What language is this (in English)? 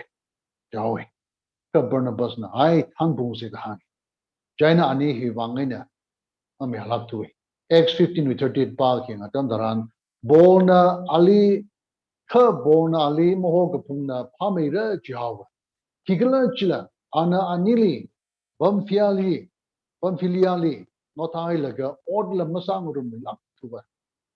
Tangkhul Naga (India)